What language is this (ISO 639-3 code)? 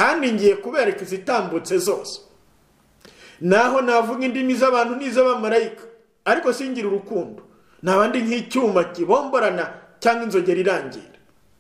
kin